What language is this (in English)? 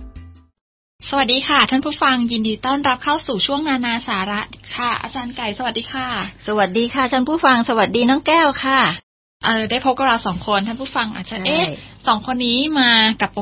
Thai